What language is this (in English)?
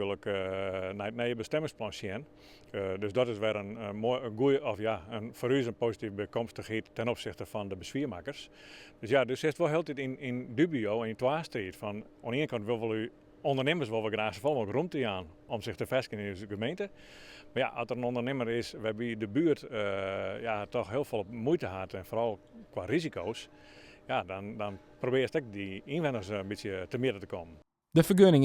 Western Frisian